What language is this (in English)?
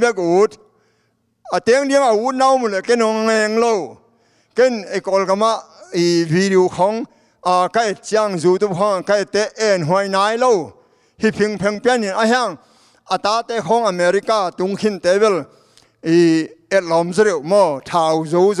Tedim Chin